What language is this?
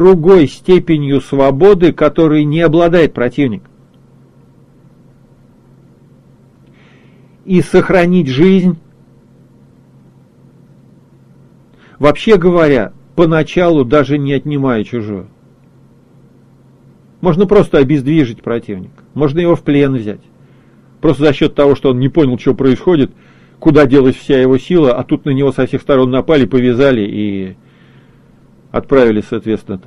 Russian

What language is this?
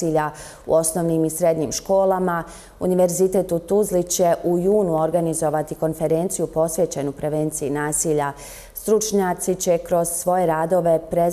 Bosnian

